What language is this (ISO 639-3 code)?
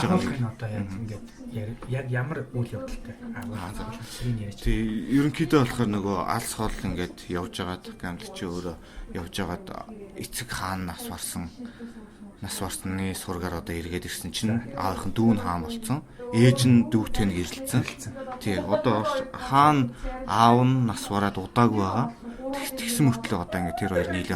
mon